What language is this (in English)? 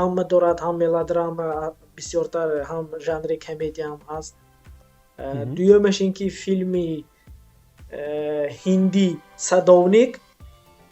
Tajik